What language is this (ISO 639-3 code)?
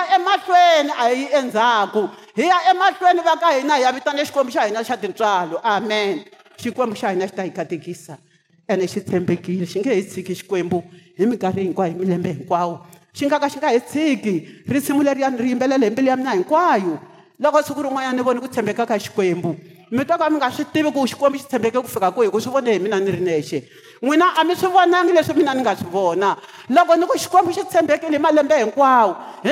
tso